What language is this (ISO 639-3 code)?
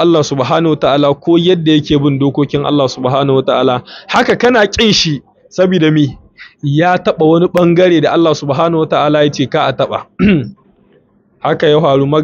hau